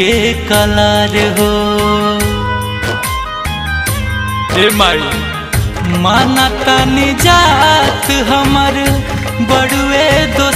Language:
Bhojpuri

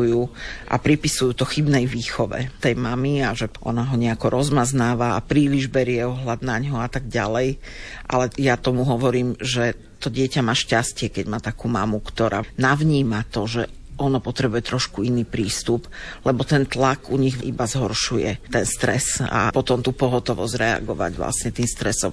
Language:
Slovak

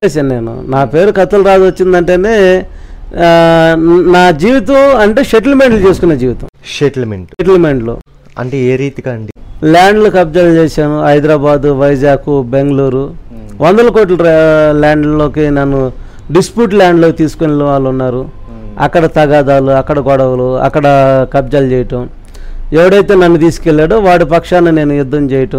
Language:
Telugu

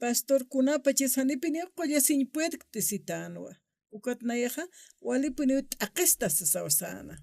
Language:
Aymara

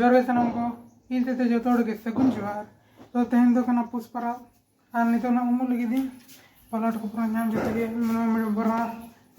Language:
Santali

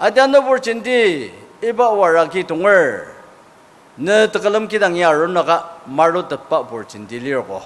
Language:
Ao Naga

